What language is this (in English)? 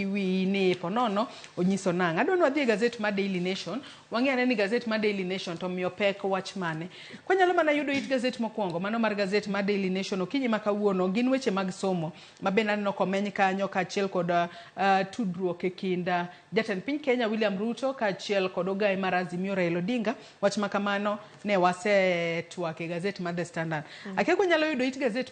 Luo (Kenya and Tanzania)